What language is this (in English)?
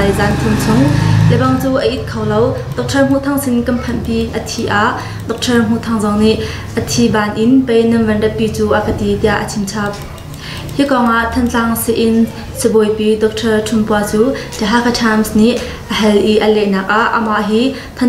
Hakha Chin